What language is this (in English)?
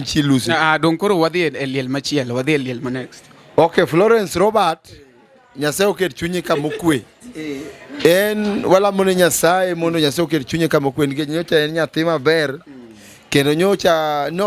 Luo (Kenya and Tanzania)